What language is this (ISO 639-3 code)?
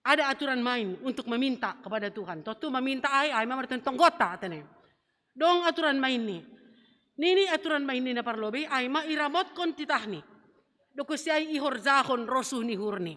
bts